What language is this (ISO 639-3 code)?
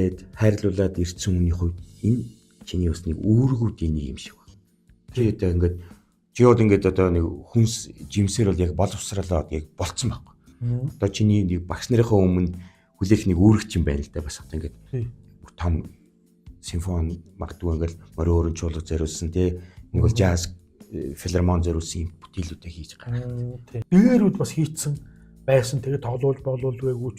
mon